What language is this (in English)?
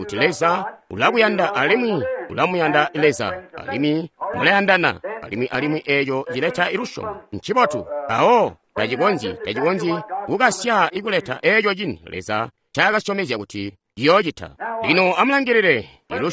Tonga (Zambia)